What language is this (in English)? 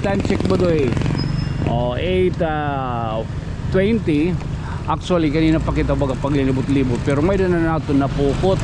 Waray